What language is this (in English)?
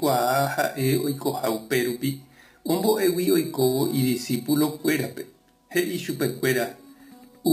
Guarani